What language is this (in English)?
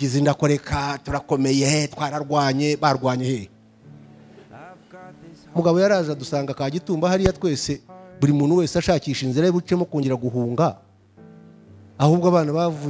Kinyarwanda